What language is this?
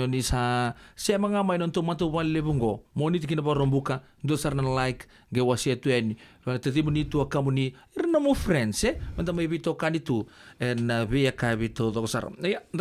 Fijian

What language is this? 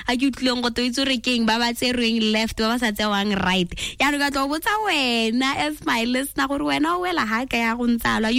Tswana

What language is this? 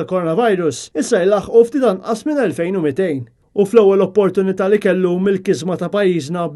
Maltese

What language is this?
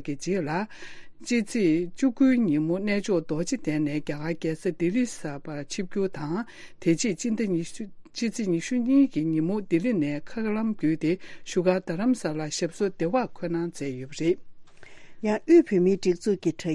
Tibetan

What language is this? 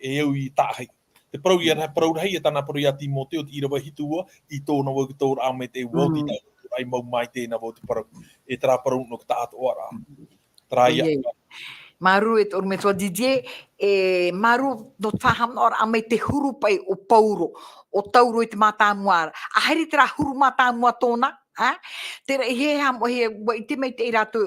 Tahitian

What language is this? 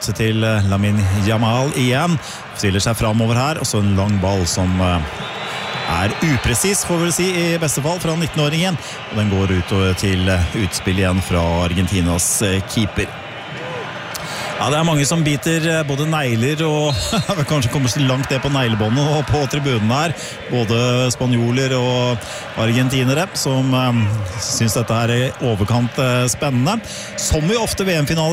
Norwegian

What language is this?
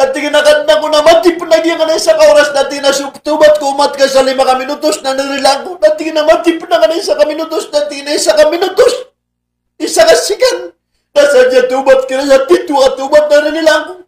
Maranao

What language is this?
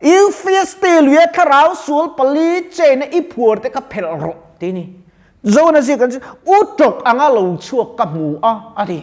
Mizo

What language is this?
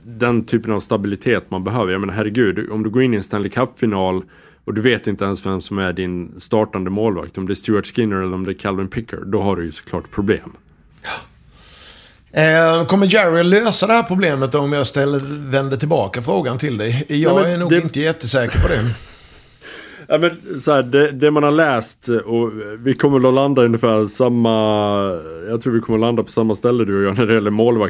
Swedish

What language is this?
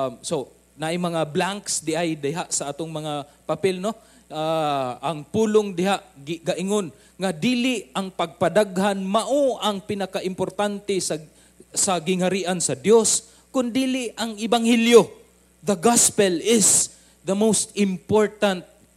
Cebuano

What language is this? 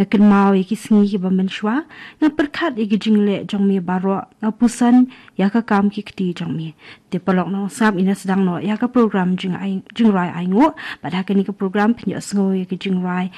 Khasi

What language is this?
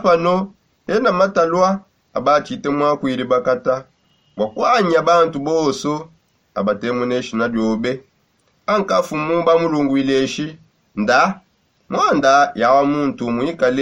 Songe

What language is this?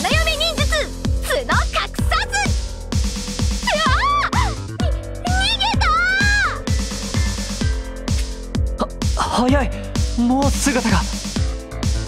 Japanese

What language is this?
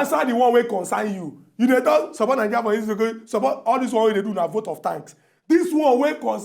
Nigerian Pidgin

